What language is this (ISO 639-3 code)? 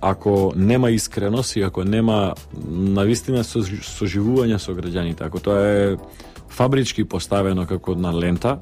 mkd